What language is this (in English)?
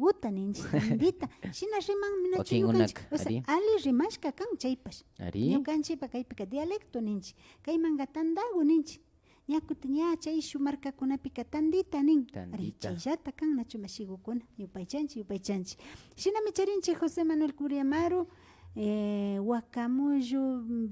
Imbabura Highland Quichua